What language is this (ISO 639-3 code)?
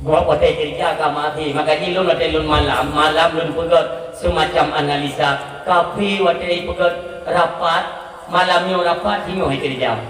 ace